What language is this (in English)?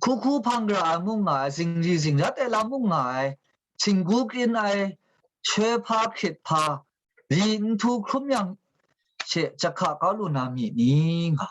Kachin